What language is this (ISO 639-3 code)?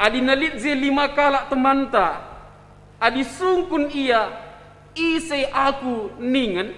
btx